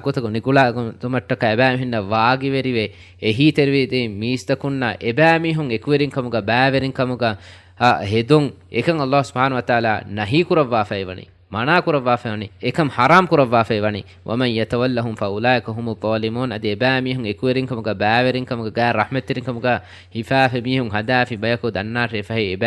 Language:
Divehi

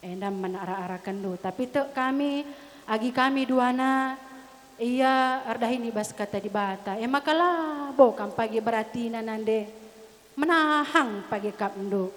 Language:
Batak Karo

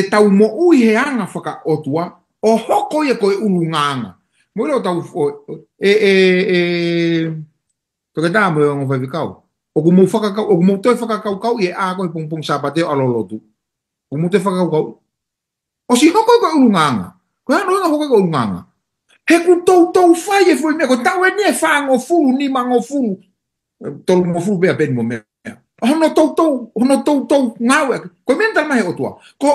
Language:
Tongan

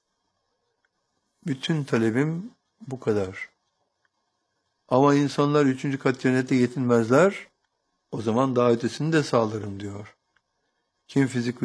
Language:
Turkish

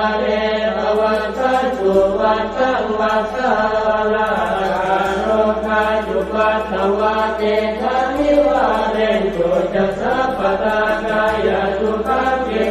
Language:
Pali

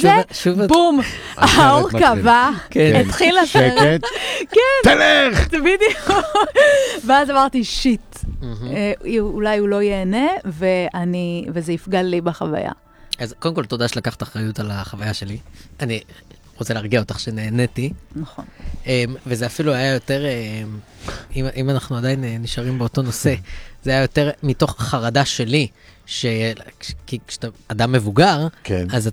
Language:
Hebrew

